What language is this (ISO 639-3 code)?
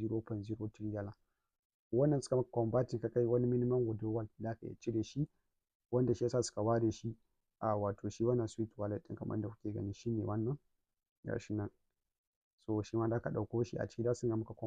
hau